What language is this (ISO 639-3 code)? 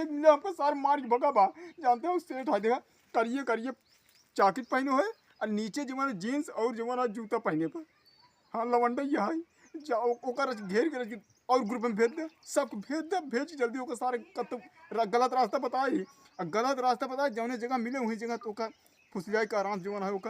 awa